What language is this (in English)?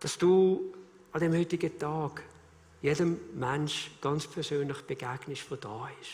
Swiss German